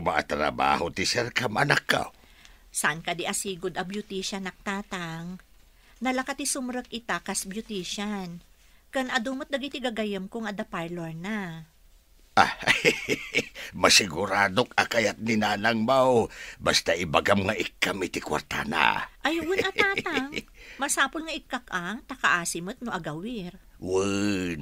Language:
Iloko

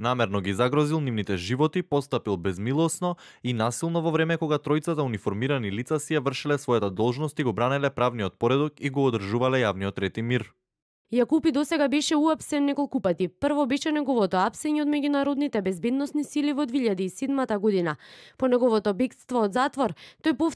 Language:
Macedonian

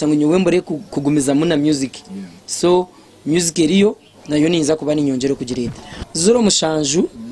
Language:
Nyankole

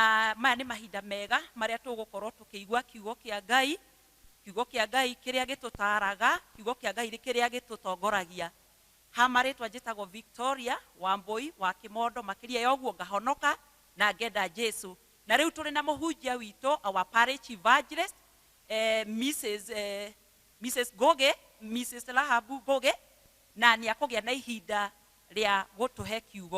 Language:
Kikuyu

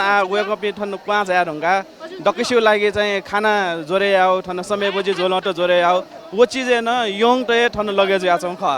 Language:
Newari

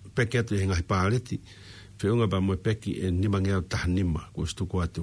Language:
Tongan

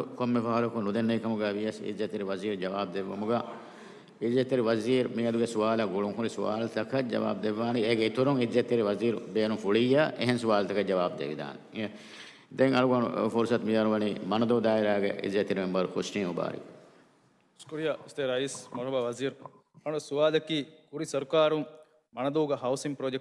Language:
Divehi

